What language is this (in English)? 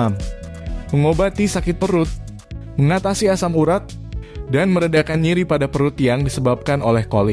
Indonesian